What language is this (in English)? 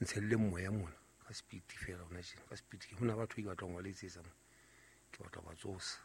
Southern Sotho